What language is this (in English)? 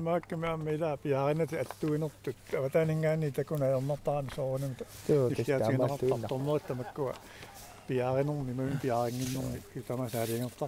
Kalaallisut